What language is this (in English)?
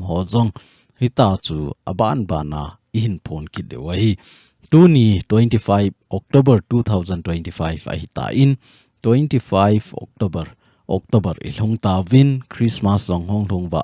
Thado Chin